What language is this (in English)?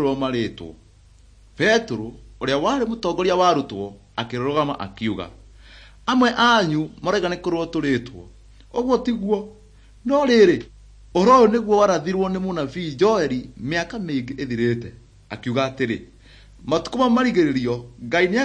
Kikuyu